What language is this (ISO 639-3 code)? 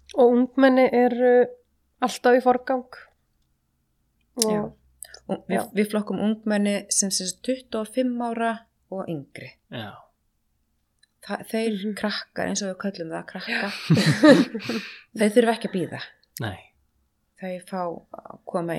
isl